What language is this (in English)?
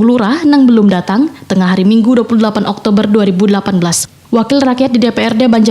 Banjar